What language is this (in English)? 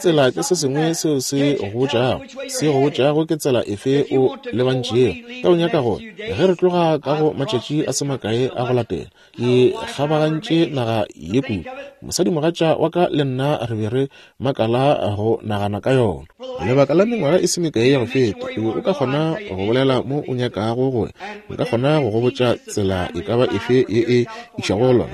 Northern Sotho